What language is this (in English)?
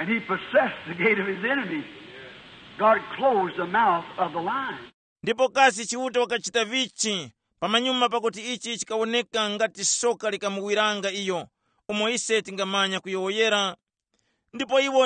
Tumbuka